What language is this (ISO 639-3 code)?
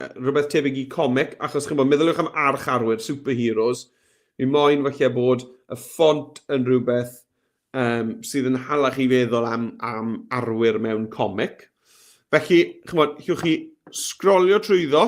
cym